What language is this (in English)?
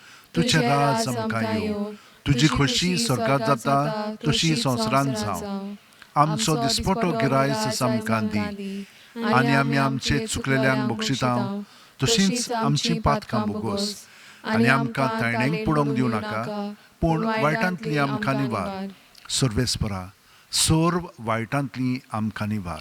Konkani